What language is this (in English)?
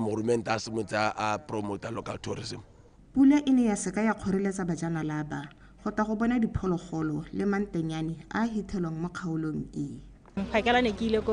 Tswana